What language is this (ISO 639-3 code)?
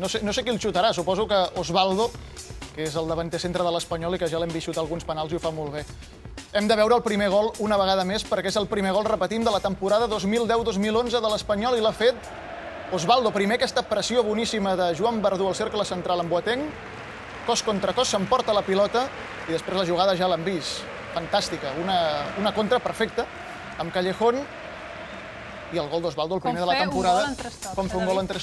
cat